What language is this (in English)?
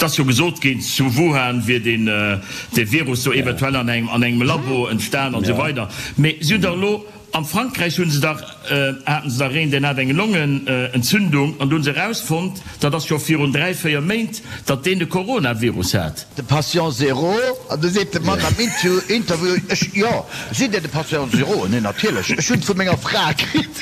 Luxembourgish